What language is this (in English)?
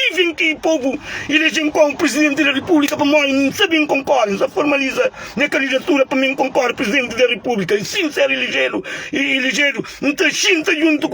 Kabuverdianu